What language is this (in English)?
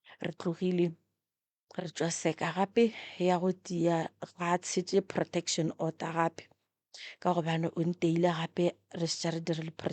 Northern Sotho